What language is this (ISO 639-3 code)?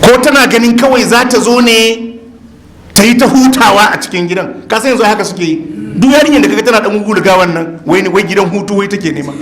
hau